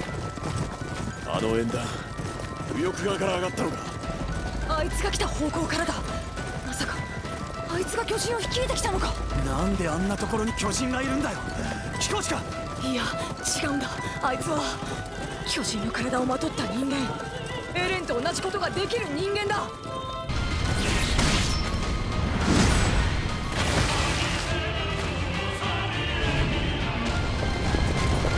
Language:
Japanese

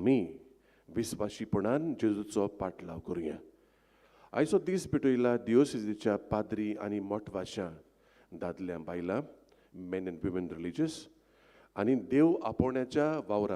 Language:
Konkani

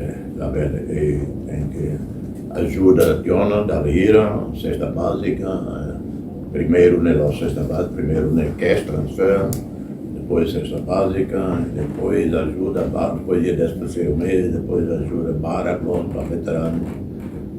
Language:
Tetum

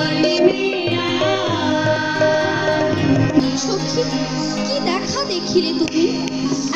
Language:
Bangla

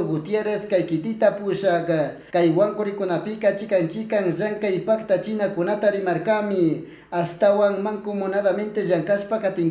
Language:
Chimborazo Highland Quichua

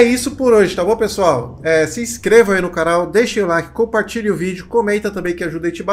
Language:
Portuguese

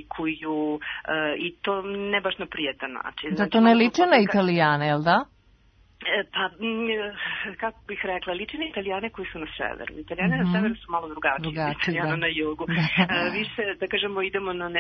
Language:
Serbian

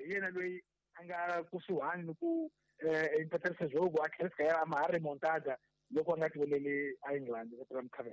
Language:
Tsonga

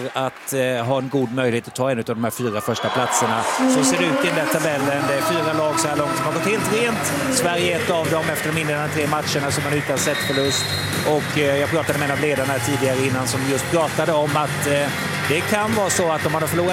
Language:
Swedish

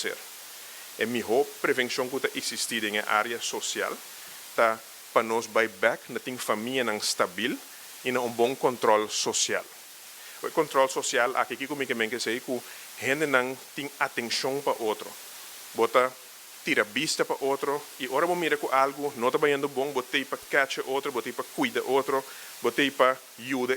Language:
Papiamento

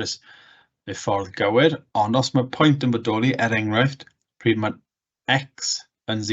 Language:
Welsh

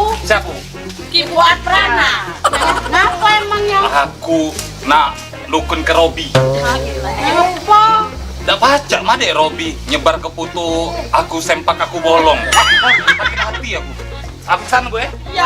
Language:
Musi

